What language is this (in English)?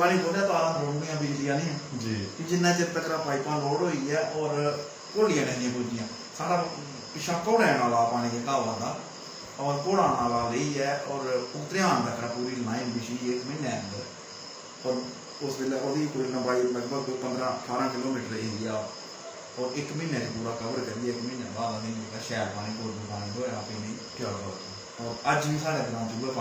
Dogri